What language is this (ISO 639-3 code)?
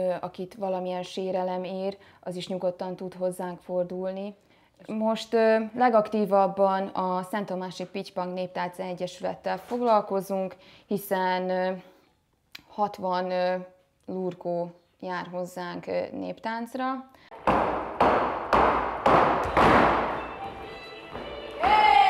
hun